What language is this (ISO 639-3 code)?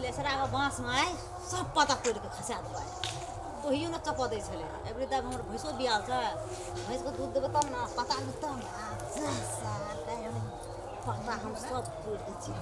mai